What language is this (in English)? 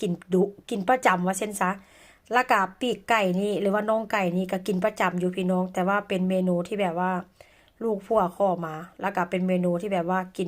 Northeastern Thai